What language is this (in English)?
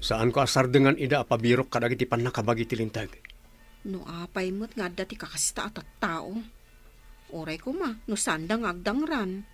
Iloko